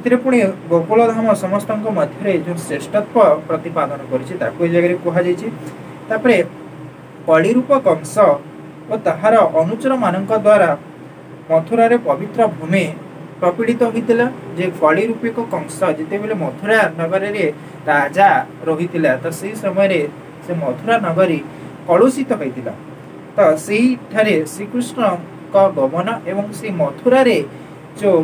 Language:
Odia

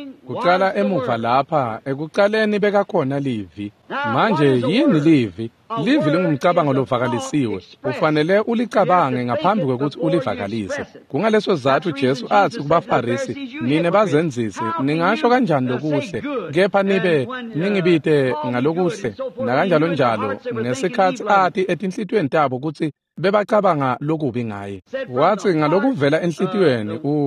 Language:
Swati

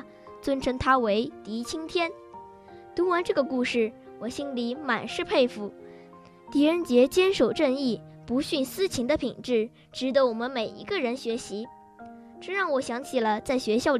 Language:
Chinese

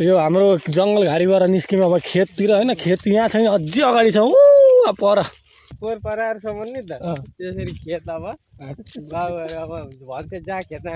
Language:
Nepali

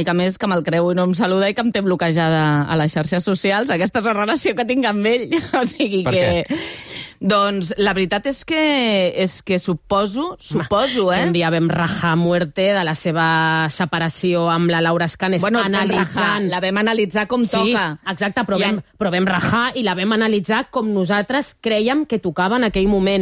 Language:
Catalan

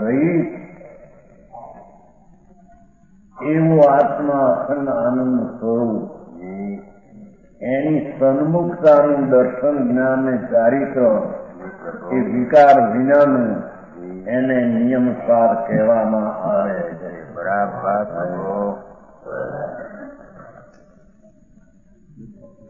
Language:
Gujarati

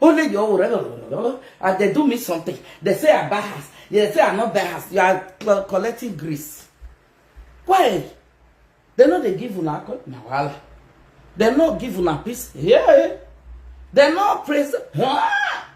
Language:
Nigerian Pidgin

